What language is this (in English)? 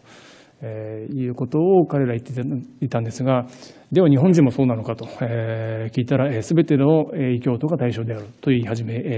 Japanese